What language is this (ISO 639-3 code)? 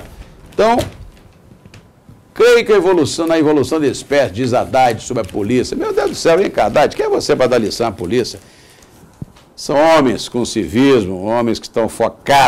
por